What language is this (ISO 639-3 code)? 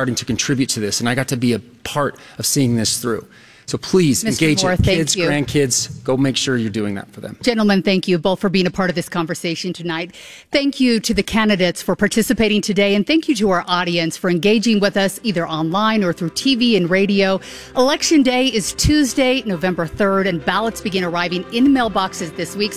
eng